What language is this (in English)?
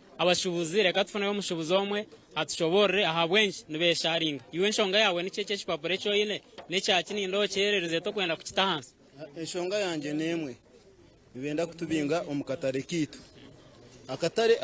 Nyankole